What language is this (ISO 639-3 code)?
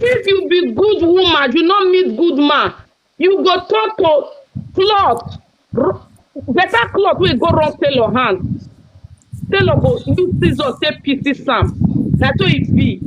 pcm